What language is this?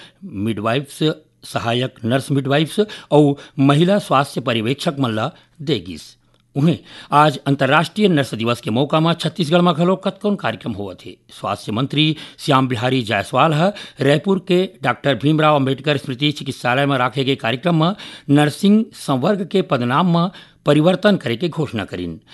Chhattisgarhi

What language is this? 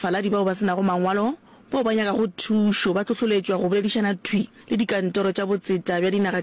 Northern Sotho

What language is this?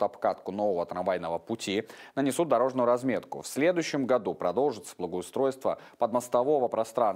Russian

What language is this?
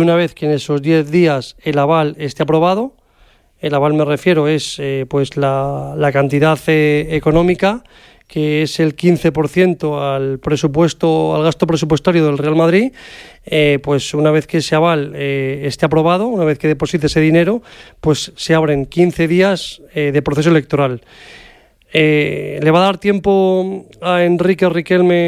Spanish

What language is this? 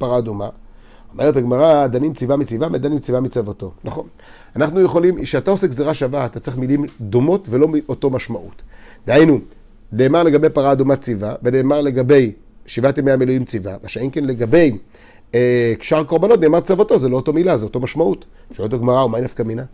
Hebrew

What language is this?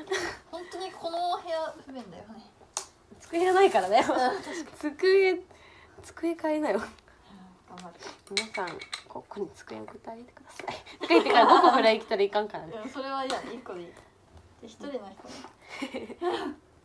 Japanese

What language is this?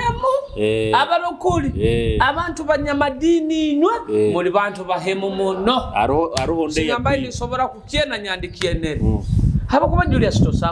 Nyoro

